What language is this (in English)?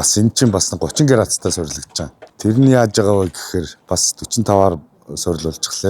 Mongolian